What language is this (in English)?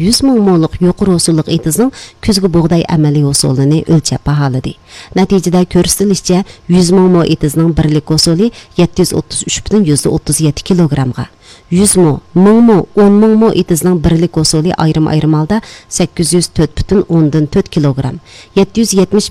Uyghur